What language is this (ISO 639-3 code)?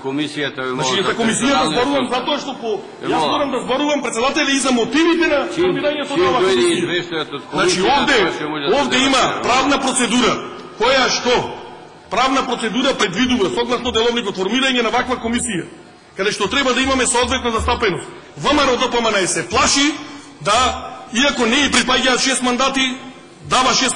mkd